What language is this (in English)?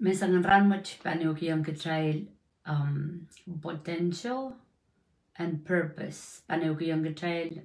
Pohnpeian